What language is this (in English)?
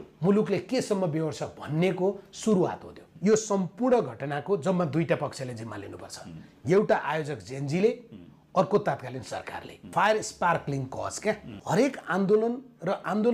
Nepali